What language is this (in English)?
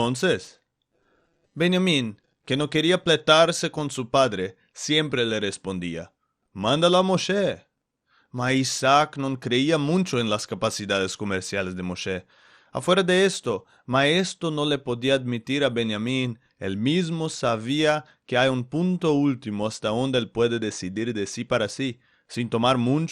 Ladino